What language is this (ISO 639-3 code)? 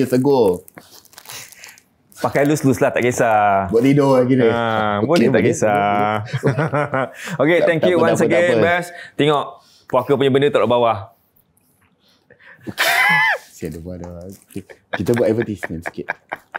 msa